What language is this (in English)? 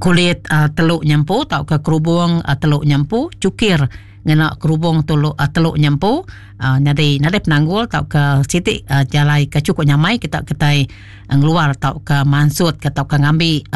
Iban